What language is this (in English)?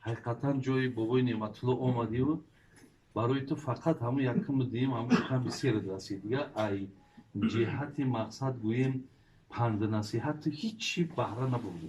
Tajik